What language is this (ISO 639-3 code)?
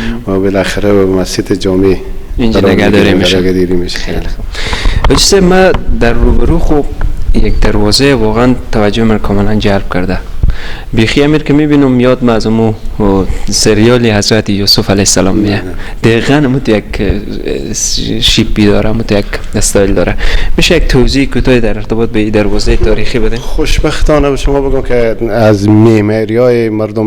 fas